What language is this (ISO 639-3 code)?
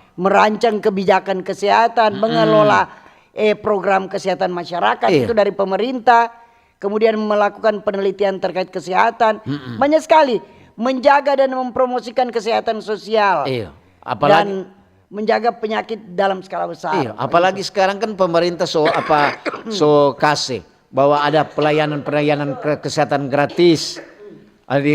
xmm